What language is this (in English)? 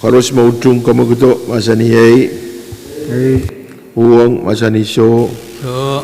Pohnpeian